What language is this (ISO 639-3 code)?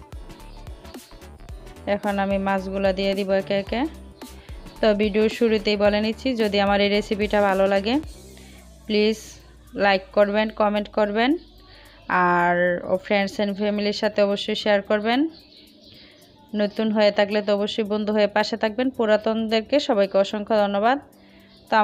ben